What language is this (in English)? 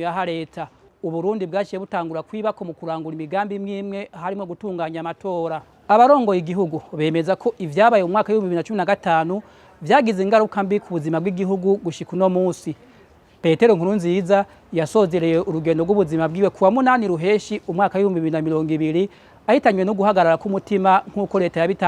Rundi